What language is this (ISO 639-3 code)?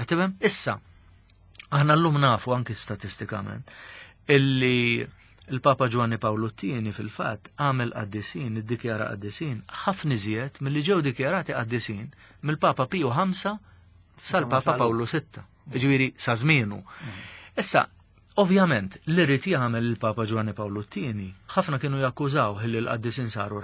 mlt